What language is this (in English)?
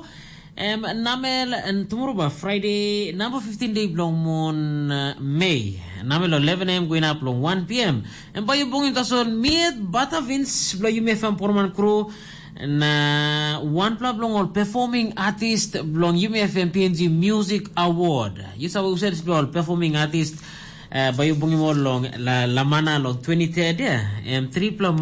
Tok Pisin